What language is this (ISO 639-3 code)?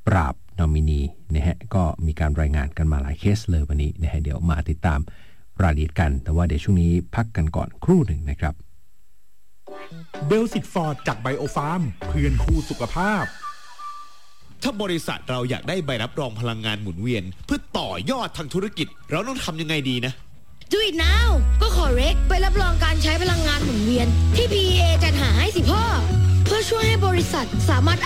tha